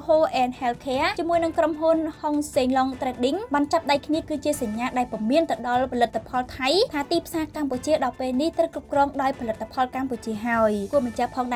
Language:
Khmer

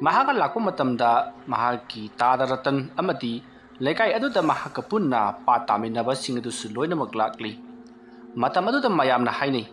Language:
Manipuri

